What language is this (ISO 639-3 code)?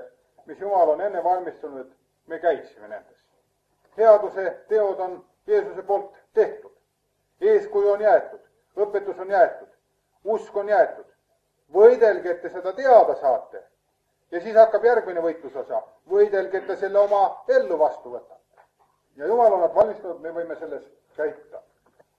est